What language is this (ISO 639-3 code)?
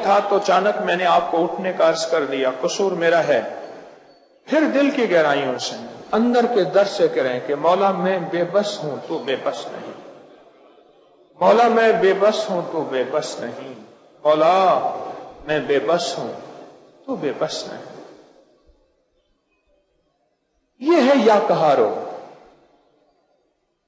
urd